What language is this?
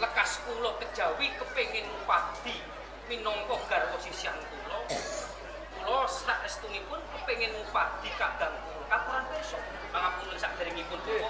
Javanese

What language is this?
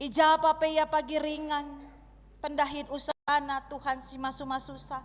Batak Karo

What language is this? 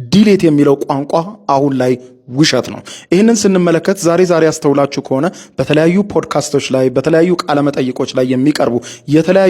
Amharic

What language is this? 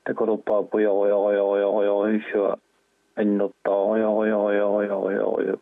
Kalaallisut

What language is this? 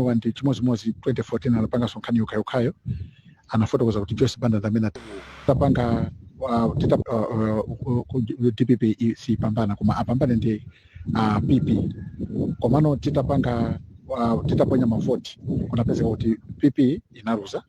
Nyanja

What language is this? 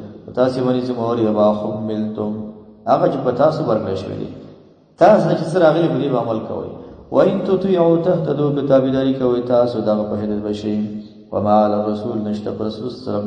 Pashto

